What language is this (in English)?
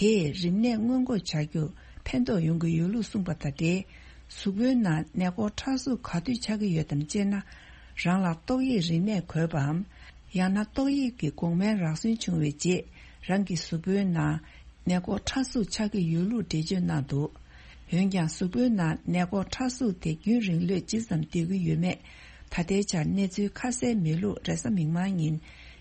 Tibetan